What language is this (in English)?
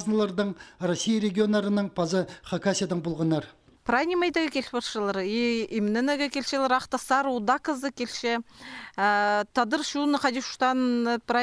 Khakas